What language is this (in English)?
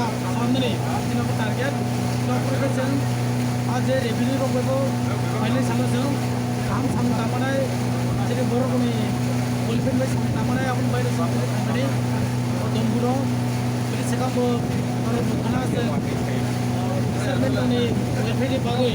Kok Borok